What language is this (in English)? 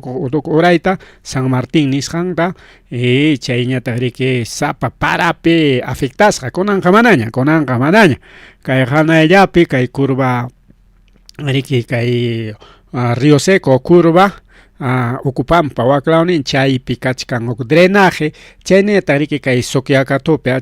Ayacucho Quechua